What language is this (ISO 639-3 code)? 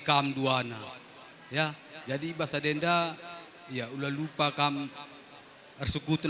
btx